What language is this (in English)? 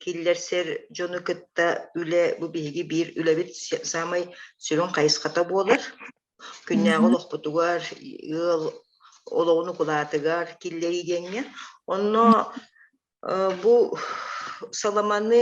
Yakut